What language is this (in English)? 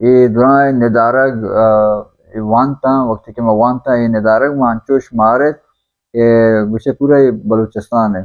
Baluchi